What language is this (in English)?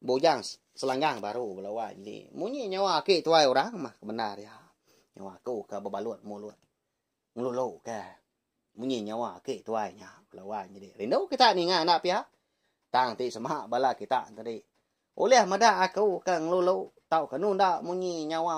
Iban